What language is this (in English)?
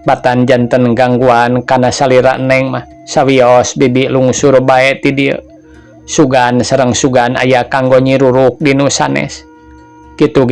Sundanese